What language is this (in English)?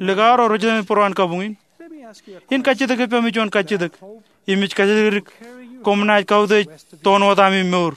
Marshallese